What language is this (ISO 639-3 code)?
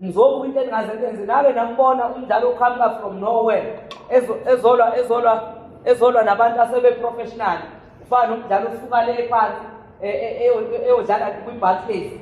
zul